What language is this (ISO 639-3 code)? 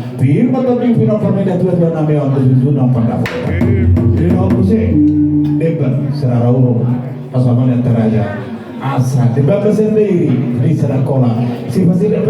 bbc